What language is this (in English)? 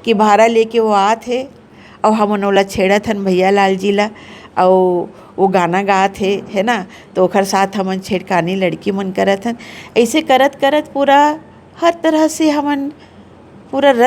Chhattisgarhi